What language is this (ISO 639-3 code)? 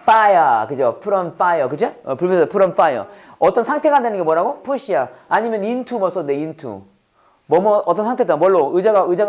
kor